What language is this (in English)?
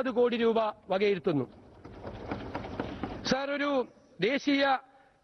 Malayalam